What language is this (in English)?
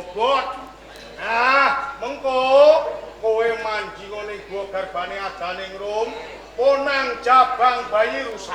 Javanese